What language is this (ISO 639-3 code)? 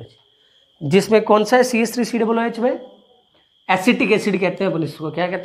hin